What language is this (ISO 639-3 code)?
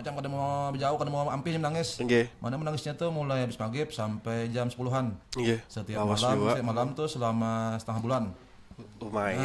bjn